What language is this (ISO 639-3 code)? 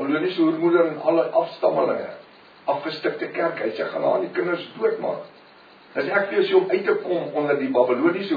afr